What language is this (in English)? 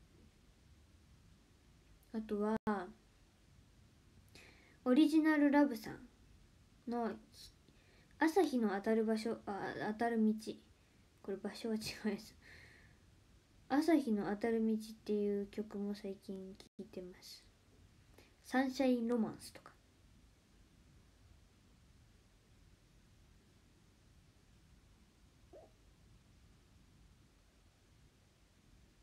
Japanese